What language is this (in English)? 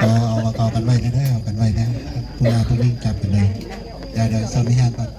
Northeastern Thai